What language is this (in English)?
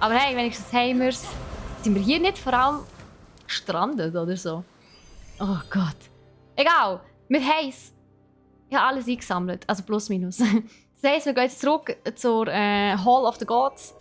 Swiss German